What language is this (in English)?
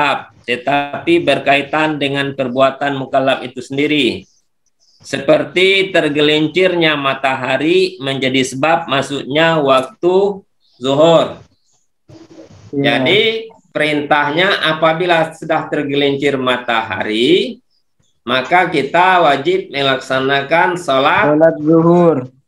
Indonesian